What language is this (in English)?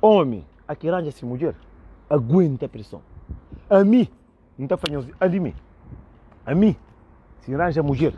Kabuverdianu